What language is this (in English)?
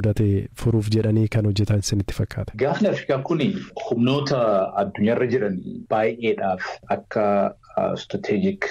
Oromo